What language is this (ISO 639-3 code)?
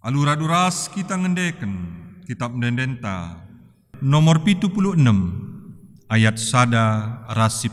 btx